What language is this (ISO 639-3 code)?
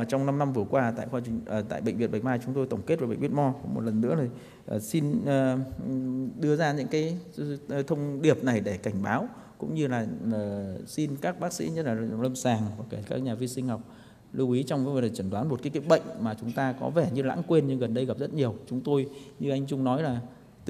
vie